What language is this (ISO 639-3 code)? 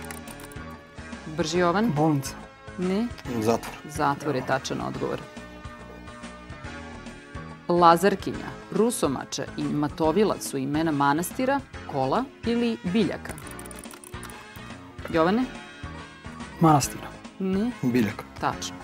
srp